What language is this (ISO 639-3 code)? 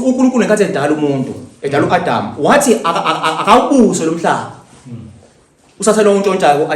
zul